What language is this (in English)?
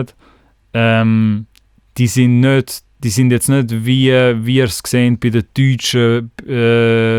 Swiss German